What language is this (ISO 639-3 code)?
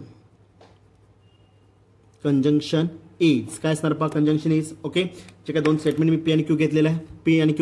mar